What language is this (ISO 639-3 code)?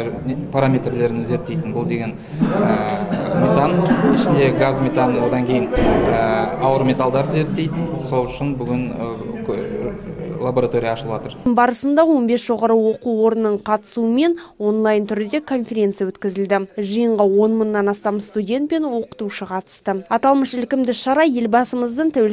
kaz